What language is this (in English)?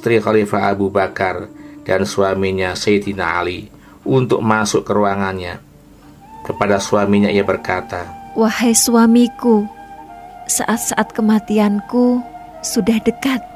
Indonesian